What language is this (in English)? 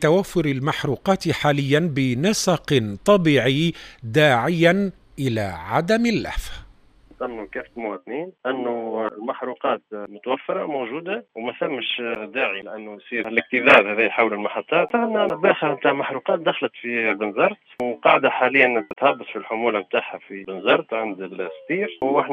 Tunisian Arabic